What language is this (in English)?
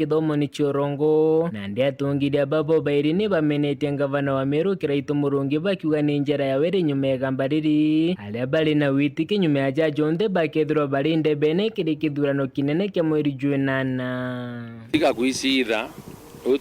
Meru